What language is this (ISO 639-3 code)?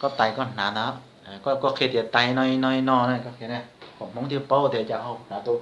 hmn